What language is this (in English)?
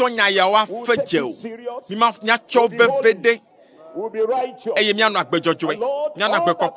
Ewe